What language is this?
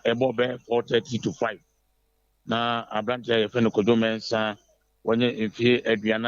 Akan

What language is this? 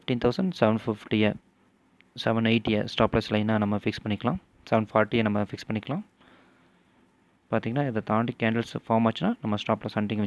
Tamil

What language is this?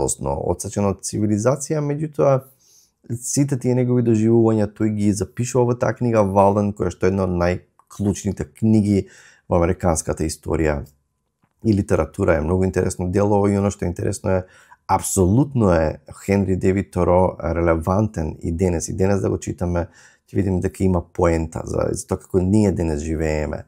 Macedonian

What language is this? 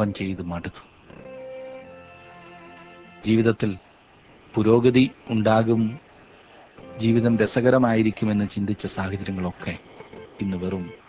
Malayalam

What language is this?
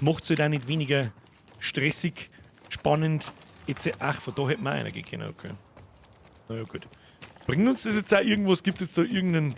Bavarian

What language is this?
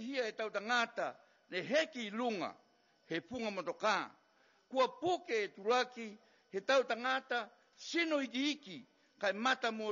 Niuean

